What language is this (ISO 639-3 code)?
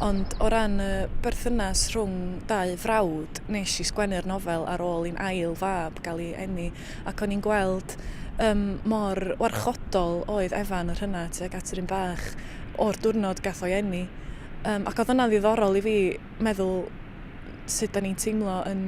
cym